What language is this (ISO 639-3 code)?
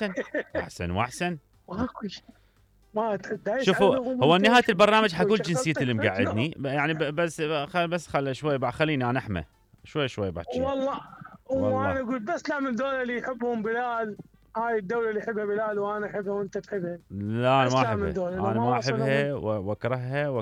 acm